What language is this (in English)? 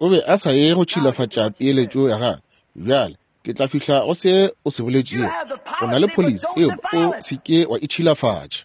Northern Sotho